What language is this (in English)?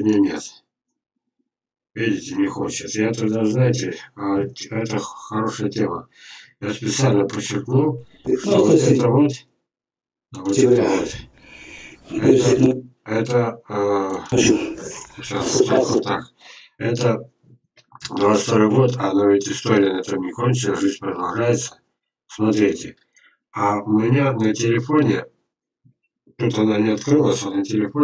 Russian